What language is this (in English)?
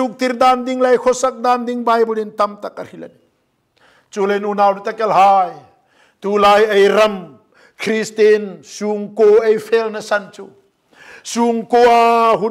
Hmar